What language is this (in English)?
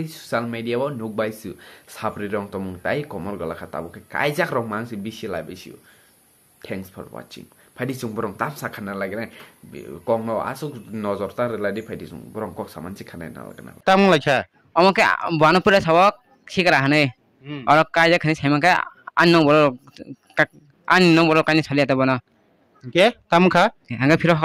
Kok Borok